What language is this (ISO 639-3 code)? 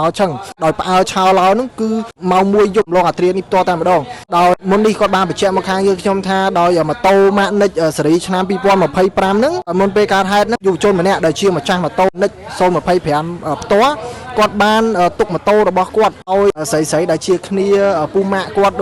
khm